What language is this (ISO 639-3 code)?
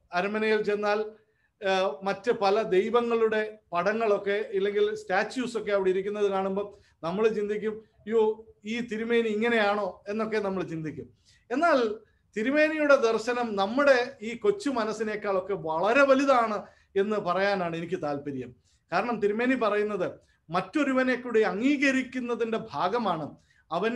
mal